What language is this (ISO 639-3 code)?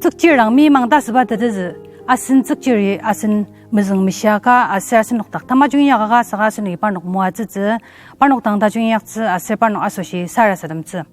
njo